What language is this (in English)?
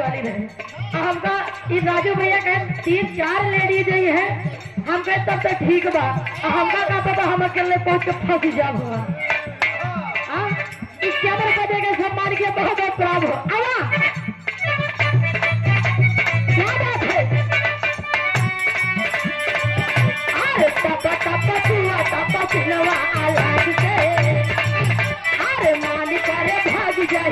Bhojpuri